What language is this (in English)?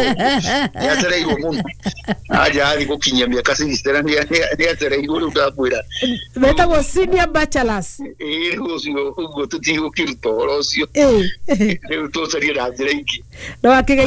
Kikuyu